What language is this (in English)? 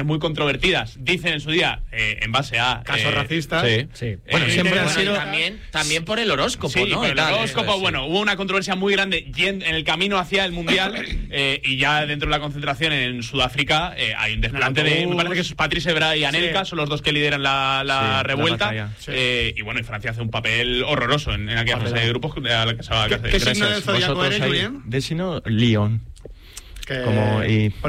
Spanish